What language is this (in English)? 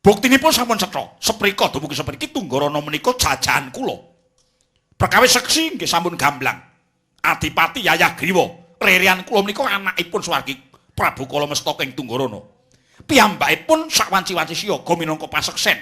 Javanese